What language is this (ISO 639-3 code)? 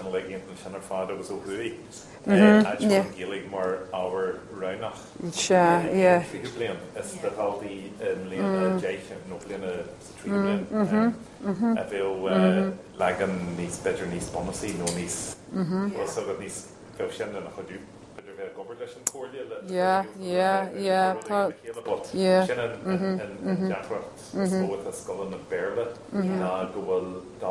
gle